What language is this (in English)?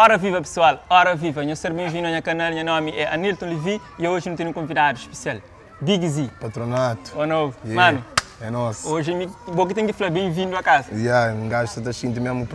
Kabuverdianu